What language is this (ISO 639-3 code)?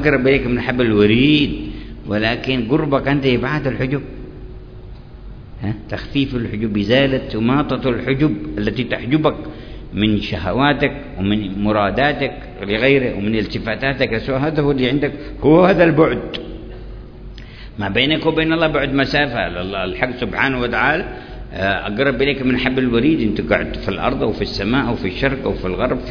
ara